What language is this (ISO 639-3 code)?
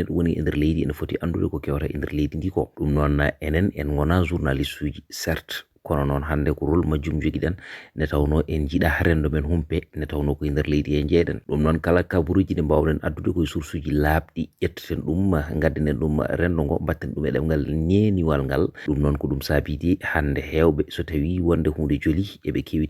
ful